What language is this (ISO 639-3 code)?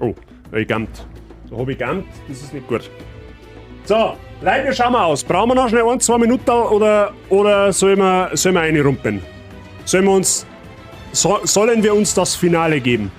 bar